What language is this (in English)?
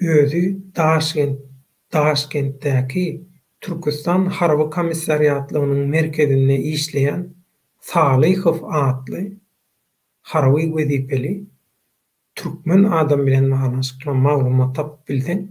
Turkmen